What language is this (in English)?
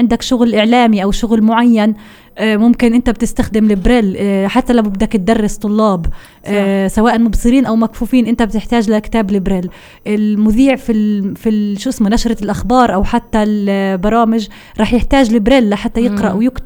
North Levantine Arabic